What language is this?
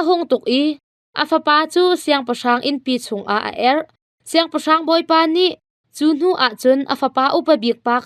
Hakha Chin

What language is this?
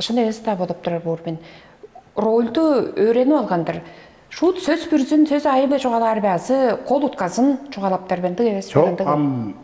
Tuvinian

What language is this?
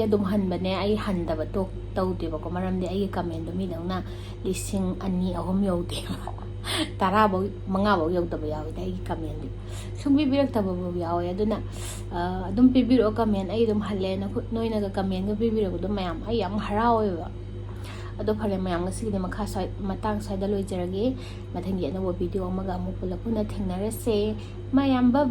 Manipuri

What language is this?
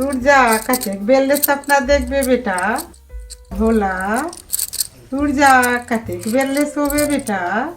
Chhattisgarhi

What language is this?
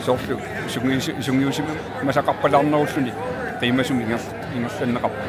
Kalaallisut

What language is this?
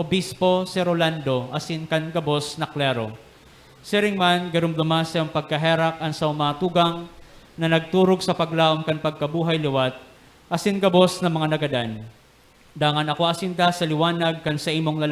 Bikol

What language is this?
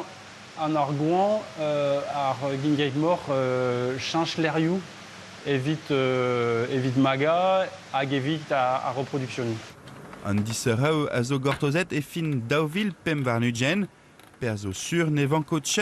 Breton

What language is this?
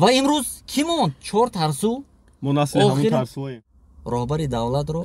Tajik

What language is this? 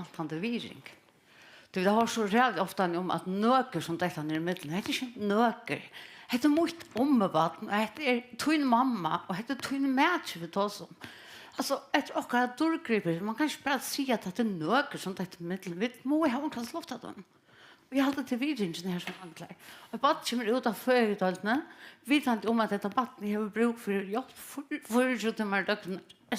Faroese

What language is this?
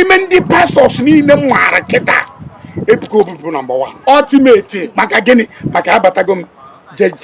Igbo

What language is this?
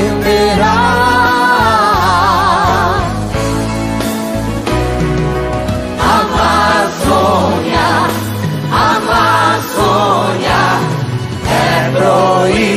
Portuguese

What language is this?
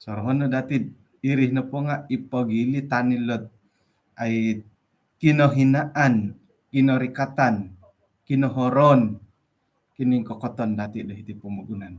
Central Dusun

